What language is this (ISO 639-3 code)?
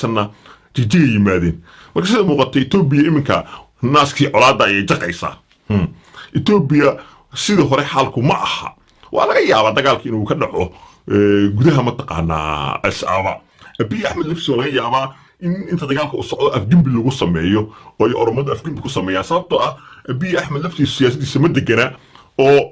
som